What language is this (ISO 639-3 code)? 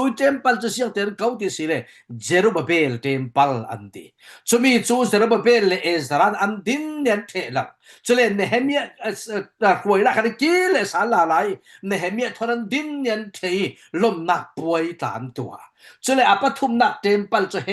cfm